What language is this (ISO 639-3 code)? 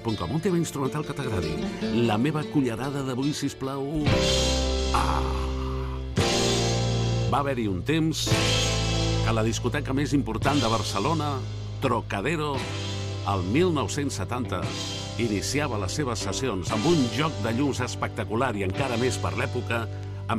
cat